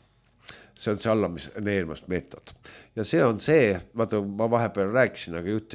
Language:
Estonian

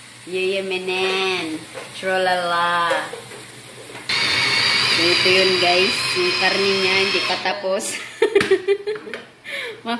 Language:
Filipino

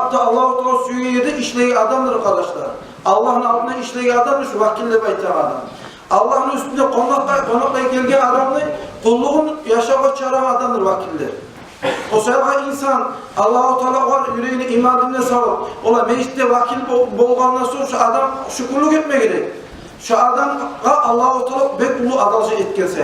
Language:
Kumyk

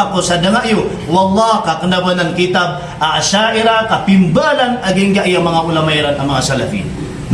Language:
Maranao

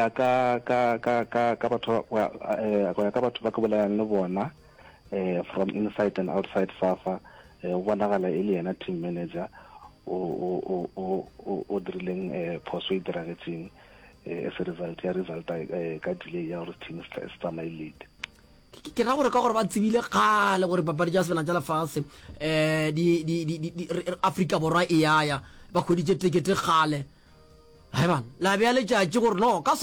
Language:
Northern Sotho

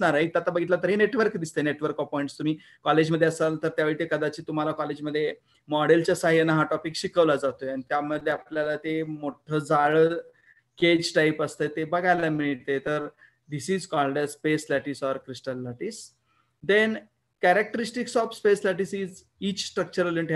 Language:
Marathi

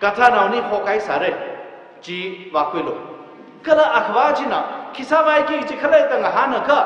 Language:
Tangkhul Naga (India)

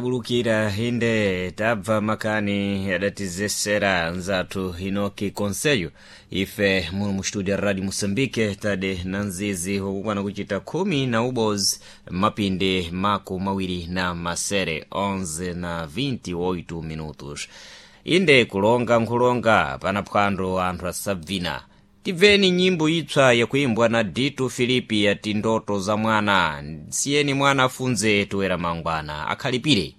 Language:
Sena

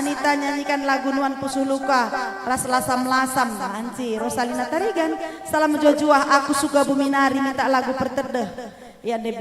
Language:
Batak Karo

